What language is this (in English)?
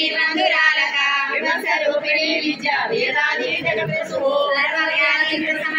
Telugu